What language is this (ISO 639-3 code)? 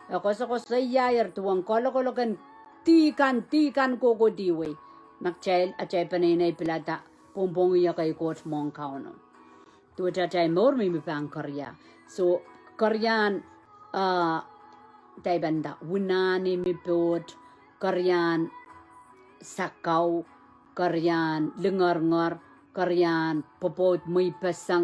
pon